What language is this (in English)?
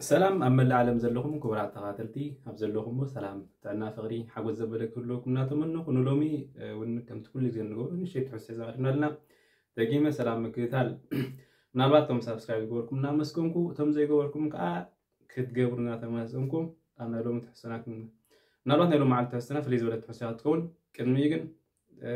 Tigrinya